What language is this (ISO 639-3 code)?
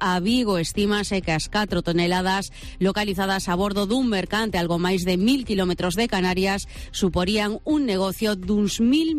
glg